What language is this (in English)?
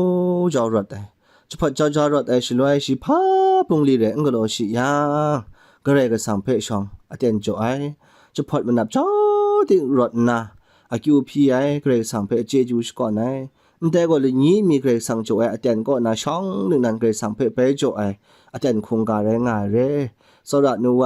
Kachin